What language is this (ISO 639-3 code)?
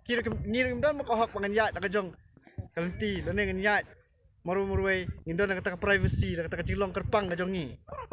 kha